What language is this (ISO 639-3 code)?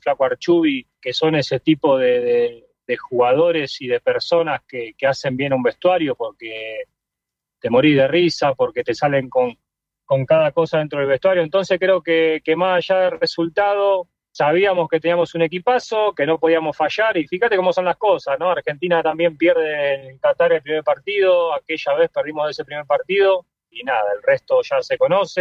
spa